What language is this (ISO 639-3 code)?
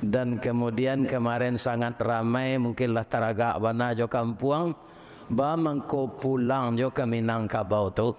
min